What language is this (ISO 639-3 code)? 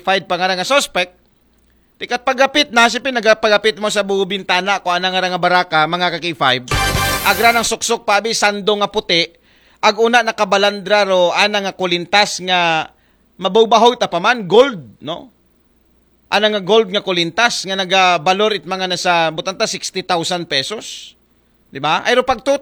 akl